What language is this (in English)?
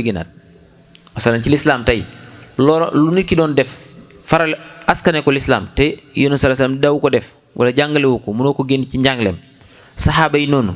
Wolof